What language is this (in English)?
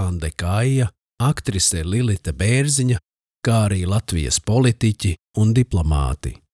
Latvian